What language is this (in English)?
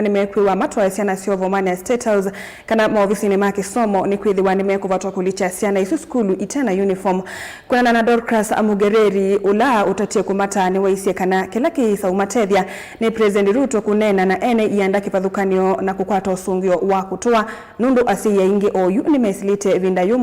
Kamba